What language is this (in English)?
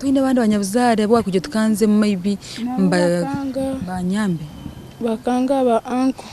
Nyankole